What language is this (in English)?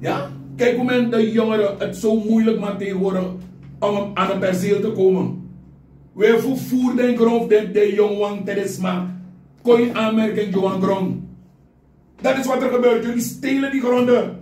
Sranan Tongo